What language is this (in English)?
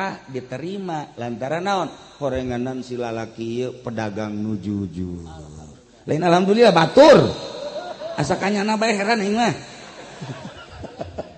Sundanese